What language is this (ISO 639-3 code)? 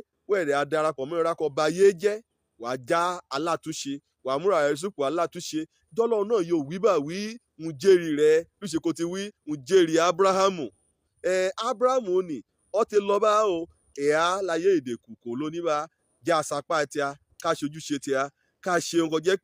yor